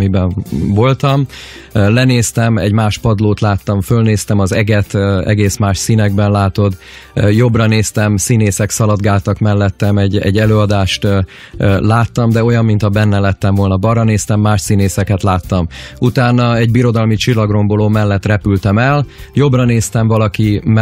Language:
Hungarian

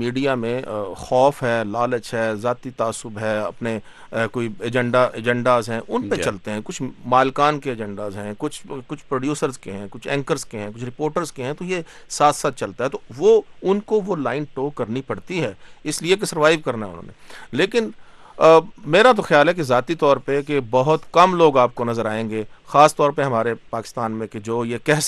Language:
Urdu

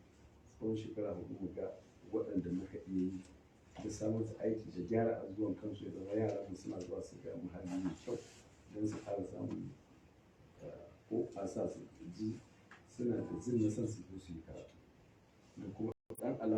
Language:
Hausa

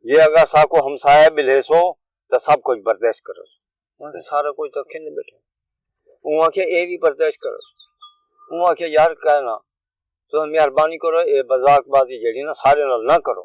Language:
Saraiki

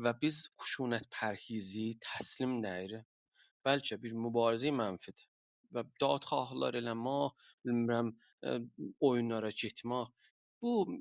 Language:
South Azerbaijani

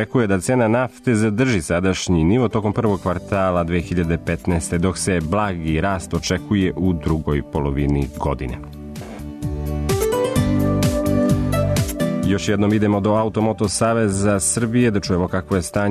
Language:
Serbian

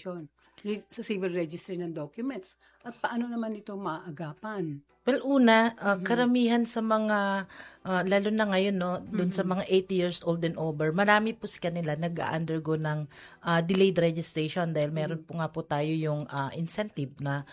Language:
Filipino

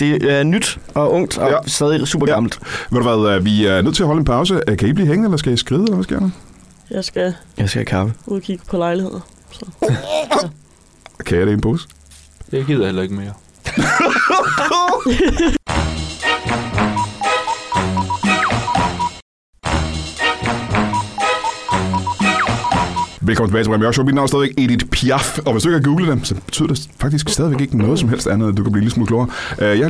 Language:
Danish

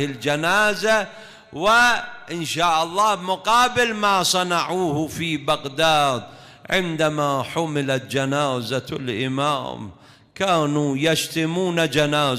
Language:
Mesopotamian Arabic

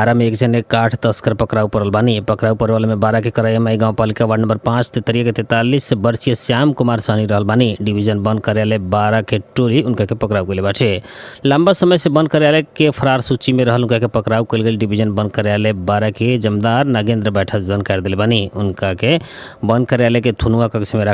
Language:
Bhojpuri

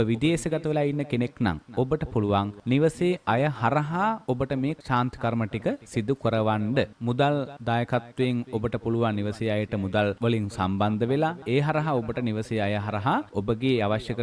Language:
Sinhala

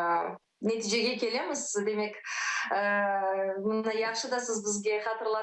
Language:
Crimean Tatar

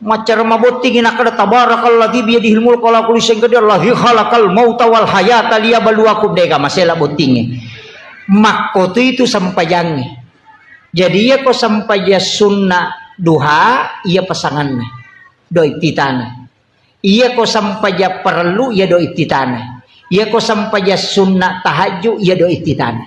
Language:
Buginese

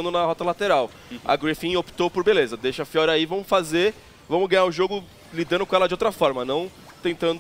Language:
Portuguese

